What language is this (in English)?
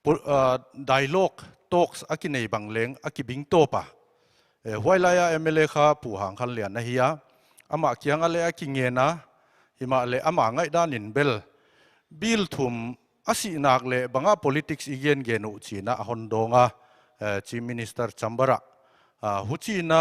Paite Chin